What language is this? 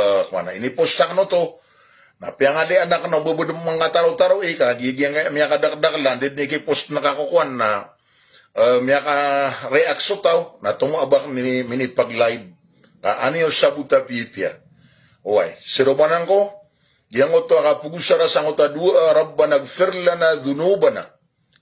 Maranao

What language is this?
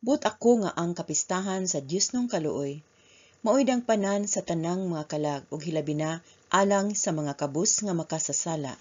Cebuano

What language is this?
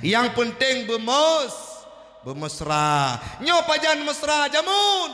Achinese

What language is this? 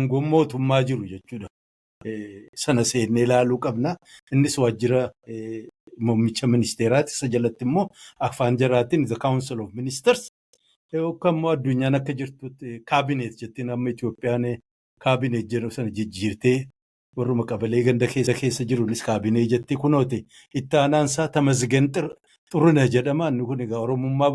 Oromo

